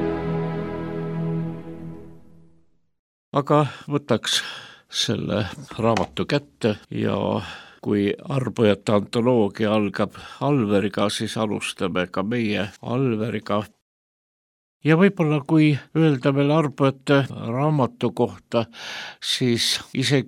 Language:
Estonian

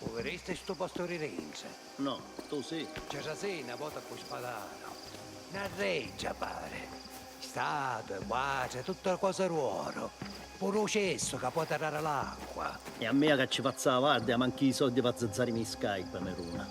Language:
Sicilian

